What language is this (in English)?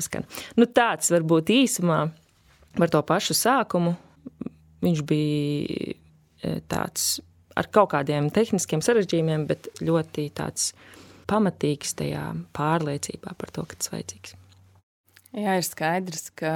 Latvian